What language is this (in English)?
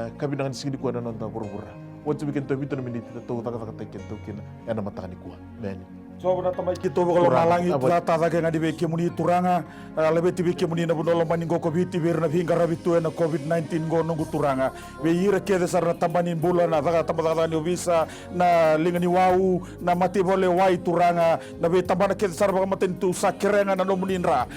Fijian